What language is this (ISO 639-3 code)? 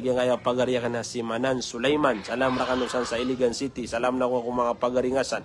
mrw